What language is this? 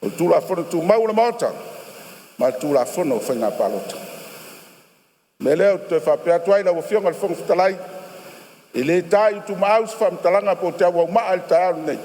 Samoan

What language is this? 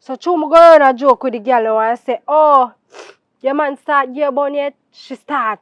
Jamaican Creole English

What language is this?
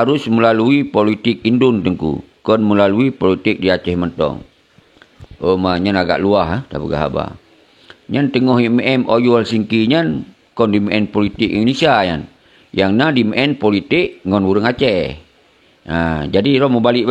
Achinese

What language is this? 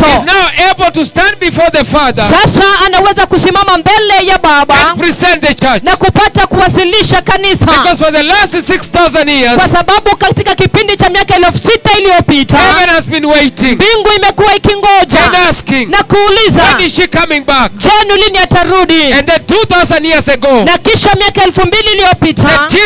Swahili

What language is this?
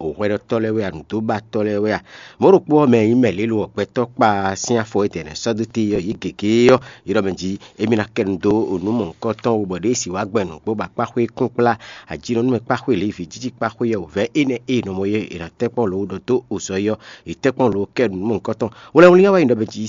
Fon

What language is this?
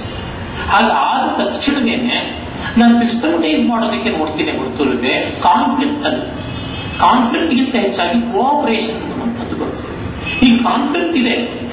Kannada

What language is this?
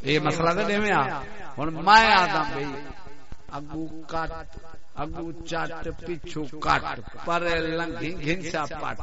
Saraiki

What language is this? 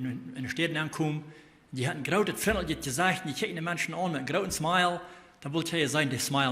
Plautdietsch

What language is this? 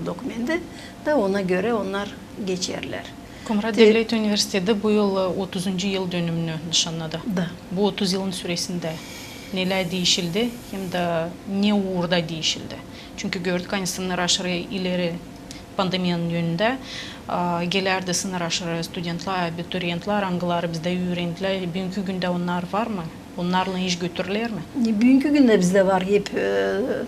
Gagauz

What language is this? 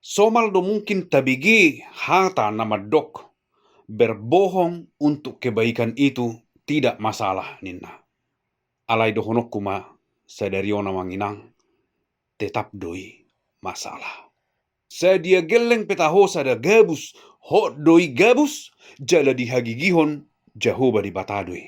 Batak Toba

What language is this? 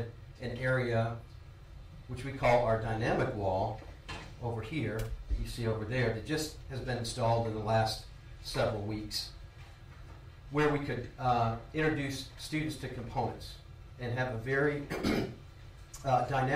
English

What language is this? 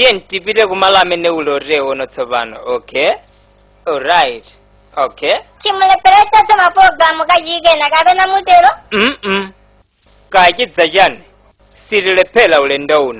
Nyanja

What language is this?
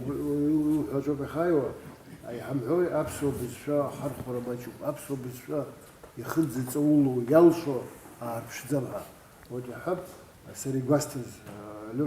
Abkhazian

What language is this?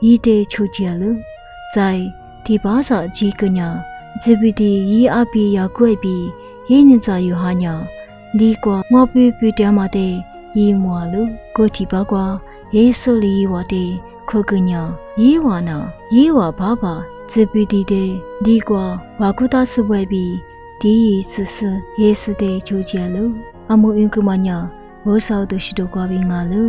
Lisu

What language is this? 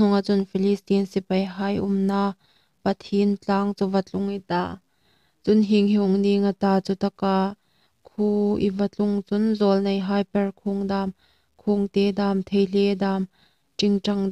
Hmar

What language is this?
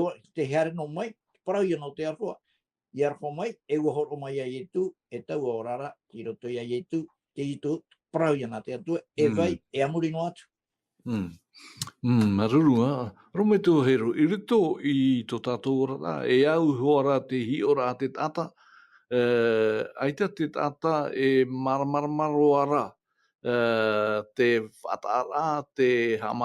Tahitian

